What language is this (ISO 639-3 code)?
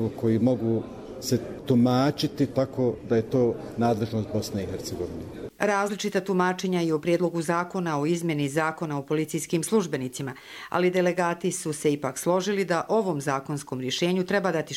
hrv